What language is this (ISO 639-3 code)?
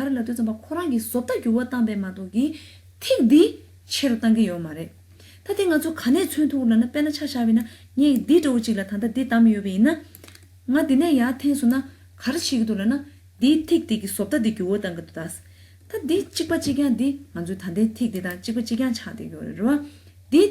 bod